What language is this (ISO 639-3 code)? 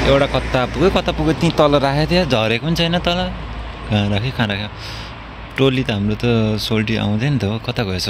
nep